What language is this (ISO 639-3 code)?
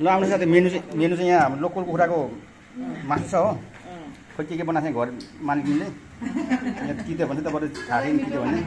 nep